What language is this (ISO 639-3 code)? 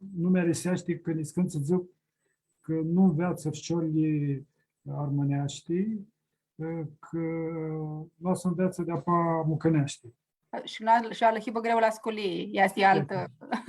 rup